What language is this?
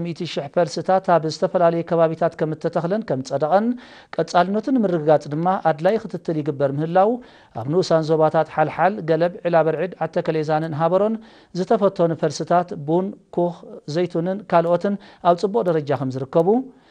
Tigrinya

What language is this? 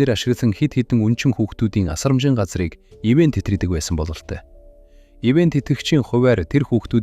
Mongolian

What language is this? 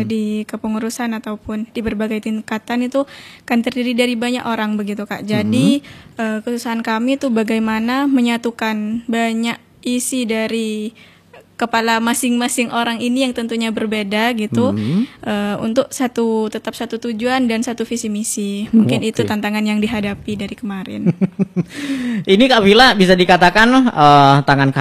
Indonesian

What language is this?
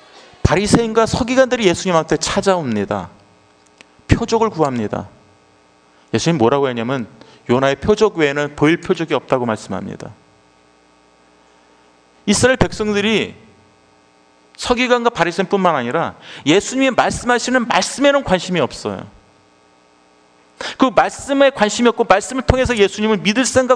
Korean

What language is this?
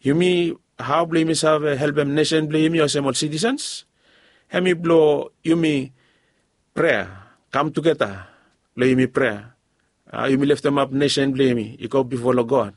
Bislama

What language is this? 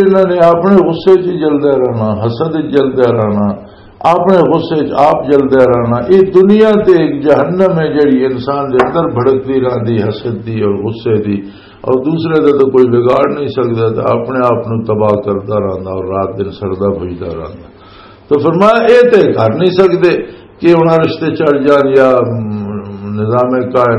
Western Panjabi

